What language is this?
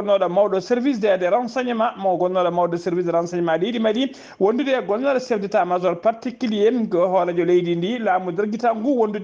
Fula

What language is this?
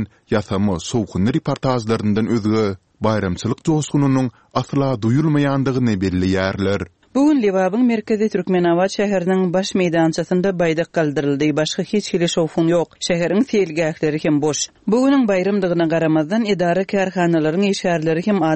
Turkmen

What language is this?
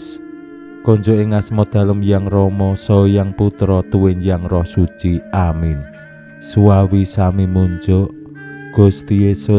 Javanese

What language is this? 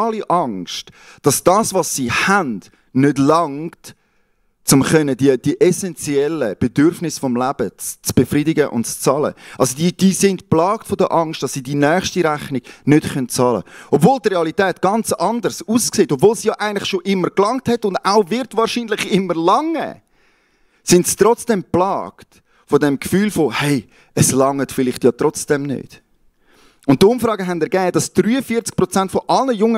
Swiss German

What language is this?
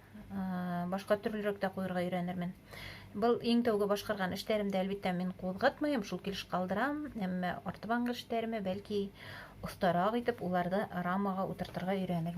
Bashkir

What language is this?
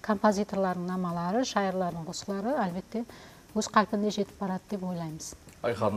Kara-Kalpak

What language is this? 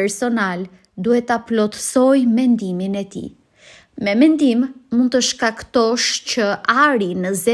Albanian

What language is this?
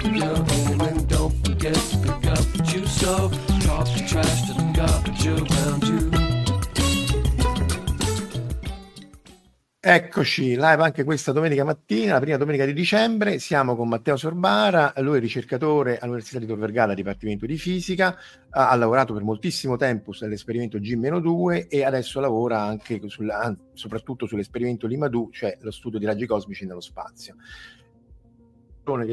Italian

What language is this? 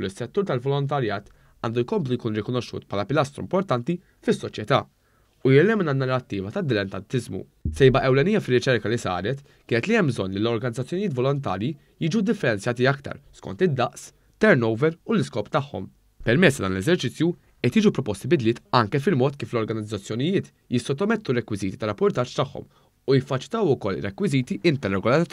Maltese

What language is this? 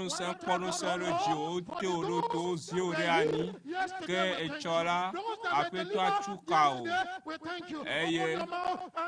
Ewe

